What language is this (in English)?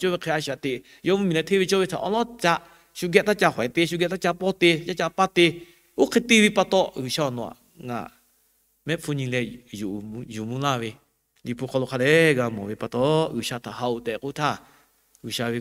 Lahu